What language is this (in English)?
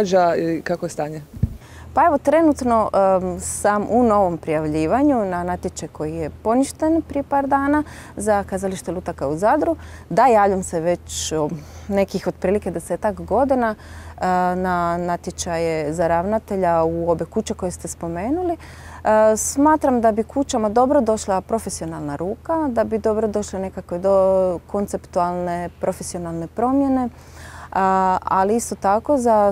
Croatian